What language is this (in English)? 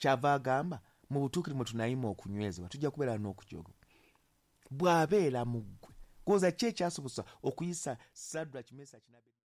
Ganda